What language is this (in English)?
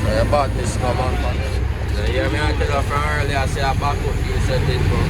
Jamaican Creole English